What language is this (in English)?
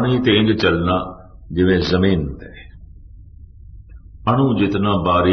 Punjabi